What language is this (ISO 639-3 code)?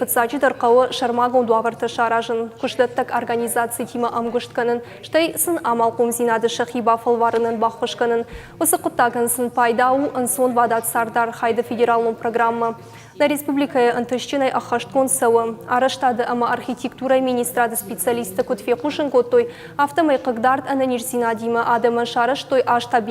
oss